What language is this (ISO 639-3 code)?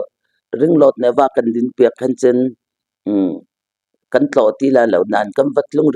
cnh